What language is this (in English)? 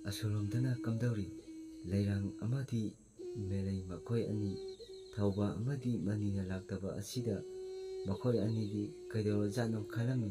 Manipuri